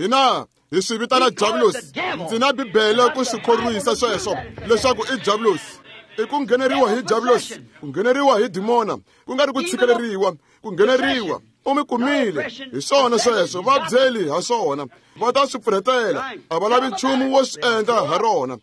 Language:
Tsonga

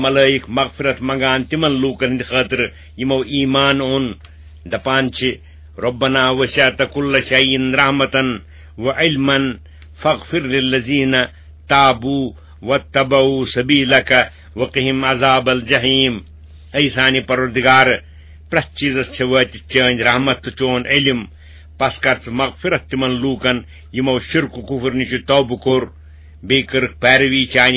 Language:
Kashmiri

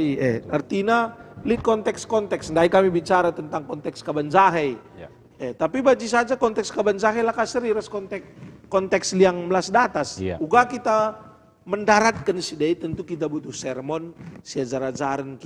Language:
Batak Karo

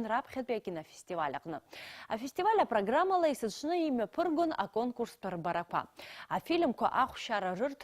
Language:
Abkhazian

